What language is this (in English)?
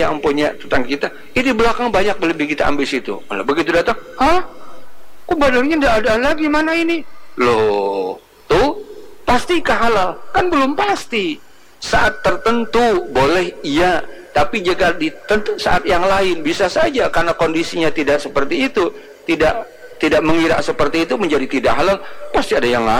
Indonesian